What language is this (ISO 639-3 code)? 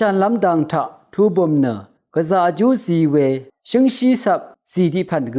raw